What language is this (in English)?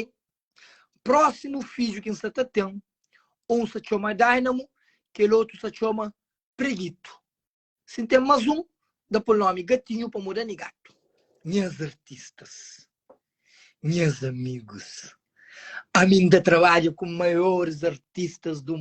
Kabuverdianu